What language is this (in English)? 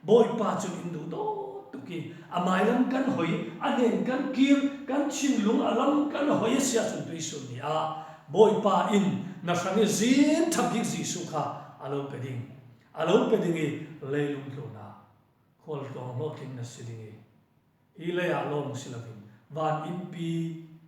Falam Chin